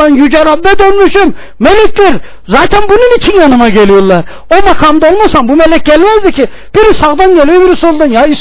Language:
Turkish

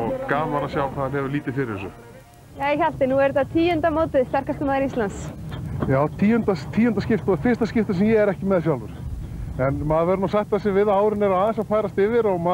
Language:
Icelandic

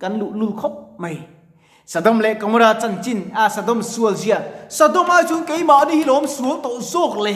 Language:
Mizo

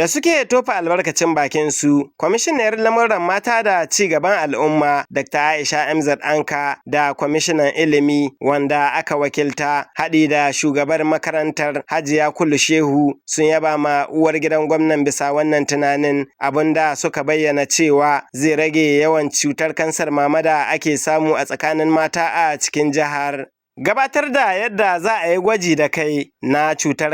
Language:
Hausa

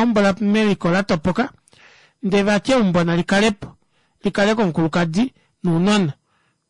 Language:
Kuanyama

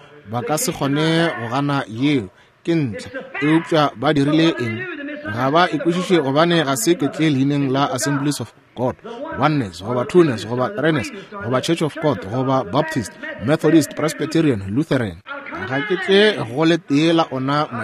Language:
Northern Sotho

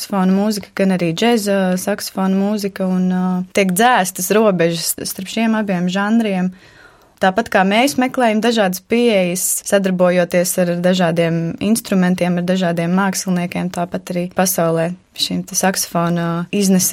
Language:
Latvian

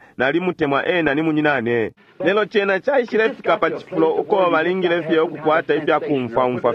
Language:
Bemba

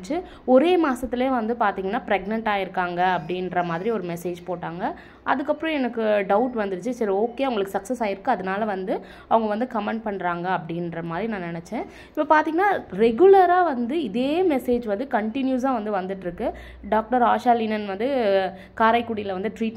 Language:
Tamil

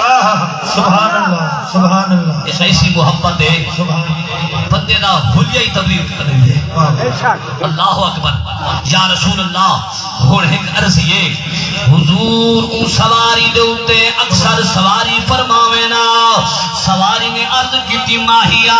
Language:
Saraiki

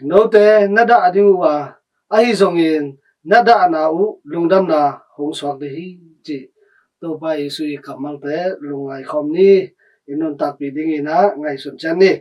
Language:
Tedim Chin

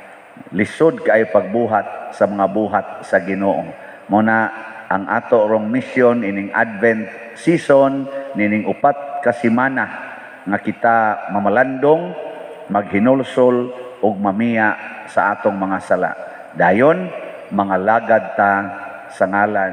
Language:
Cebuano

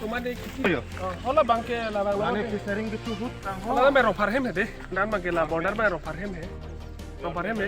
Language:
Karbi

